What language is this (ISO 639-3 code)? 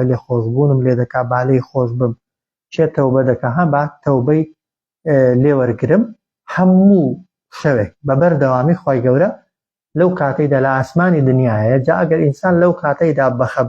ckb